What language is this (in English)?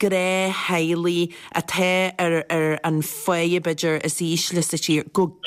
Irish